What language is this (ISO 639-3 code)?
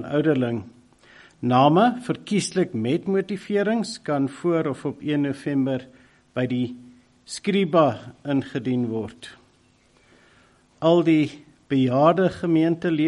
afr